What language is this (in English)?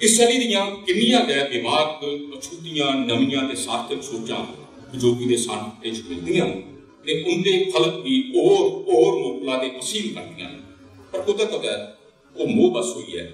Dogri